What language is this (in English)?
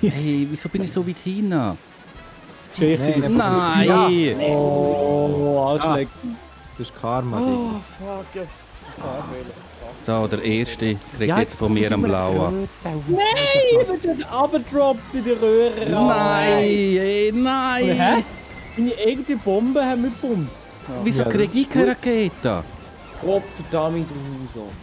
Swiss German